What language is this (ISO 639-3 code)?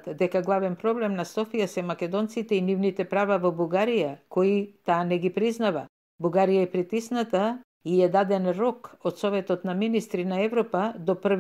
mkd